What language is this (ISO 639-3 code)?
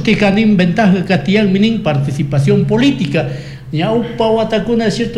qug